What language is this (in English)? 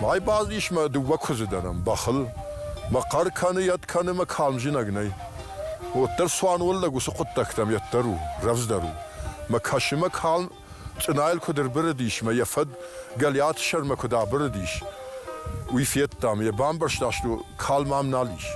Ossetic